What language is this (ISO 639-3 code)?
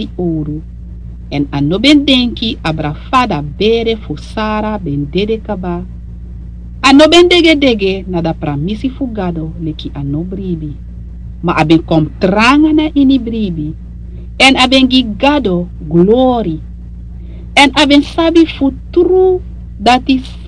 srn